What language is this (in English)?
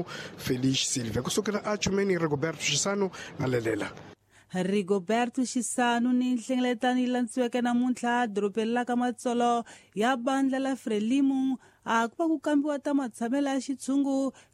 Tsonga